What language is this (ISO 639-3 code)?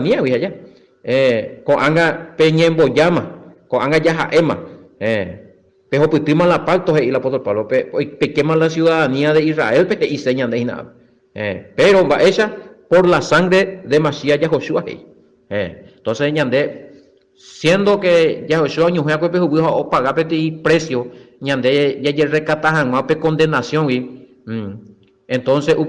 grn